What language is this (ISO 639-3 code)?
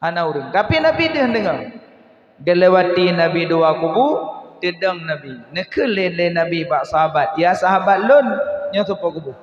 ace